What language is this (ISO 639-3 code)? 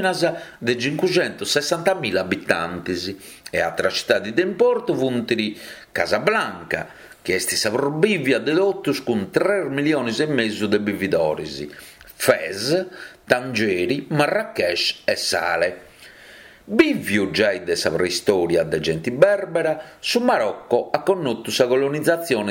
srd